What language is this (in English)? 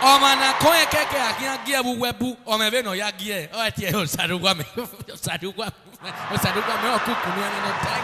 Bini